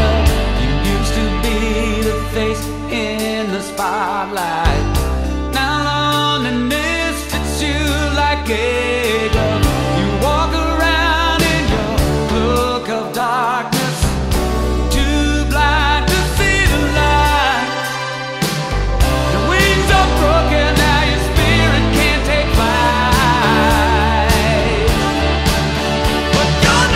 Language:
English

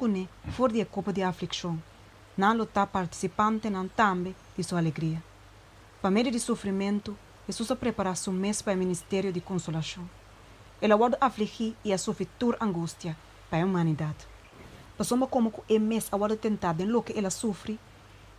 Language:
Papiamento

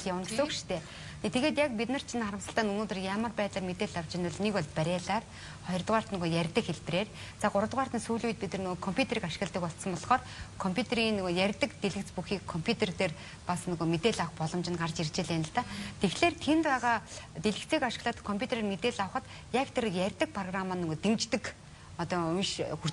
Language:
Mongolian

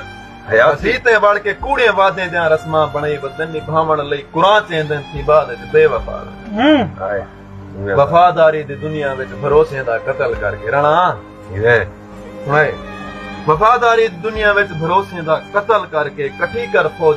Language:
Saraiki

